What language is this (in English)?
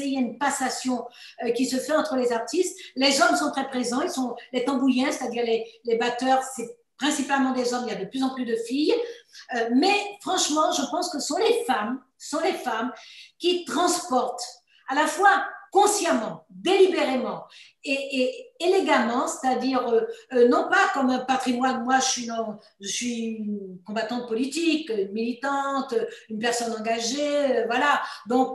French